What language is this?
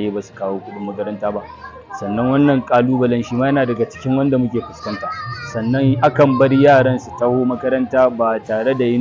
Hausa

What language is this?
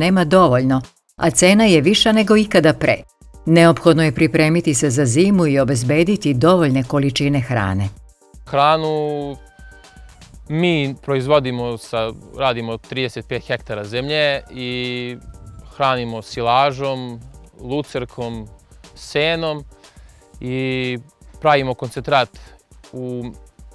Serbian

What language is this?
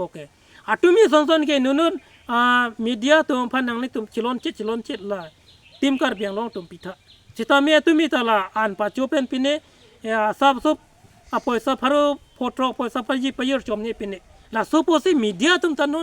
Karbi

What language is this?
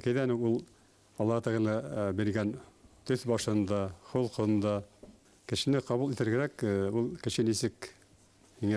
Bashkir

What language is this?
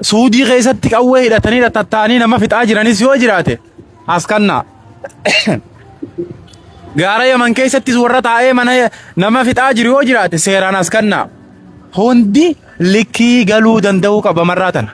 Oromo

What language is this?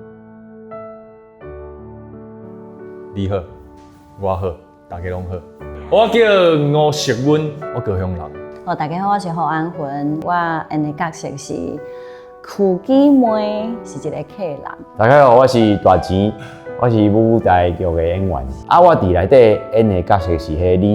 Min Nan Chinese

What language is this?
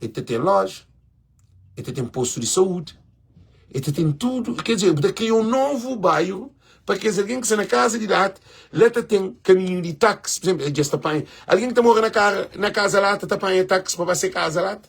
Kabuverdianu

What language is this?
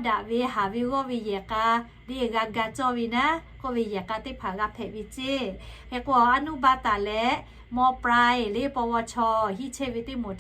Lahu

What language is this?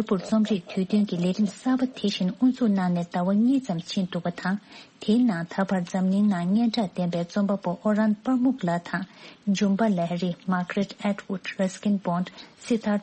Tibetan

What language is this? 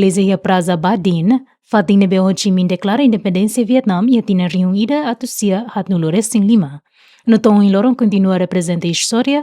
Tetum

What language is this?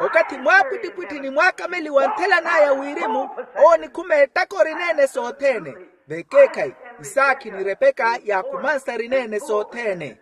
Makhuwa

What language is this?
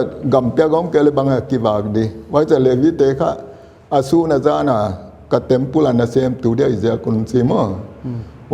Paite Chin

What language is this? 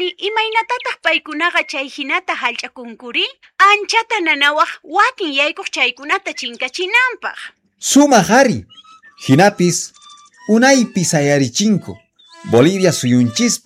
Quechua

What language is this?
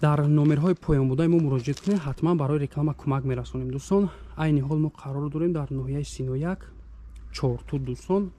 Tajik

